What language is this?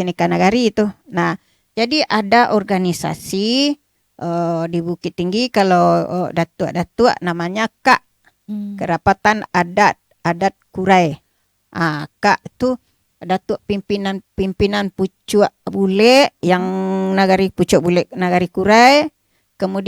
Minangkabau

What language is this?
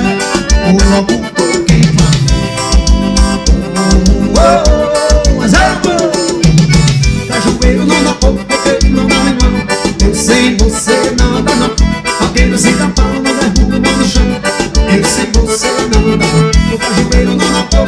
Portuguese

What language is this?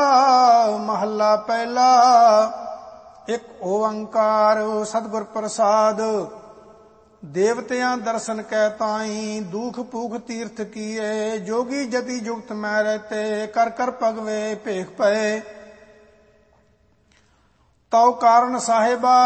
Punjabi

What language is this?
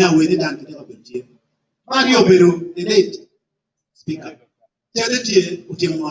Acoli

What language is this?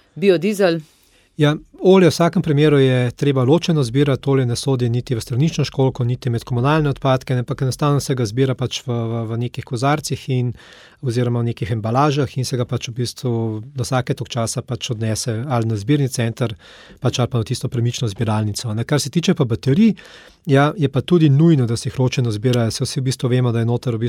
Slovenian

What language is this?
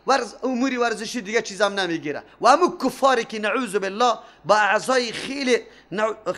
Persian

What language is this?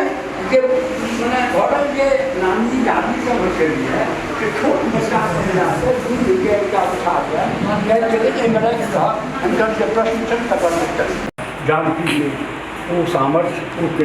Maithili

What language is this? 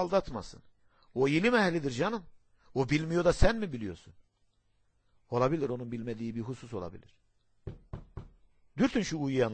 Turkish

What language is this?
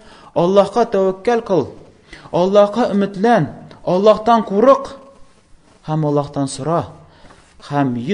Tatar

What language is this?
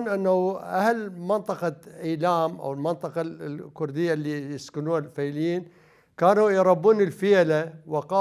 Mesopotamian Arabic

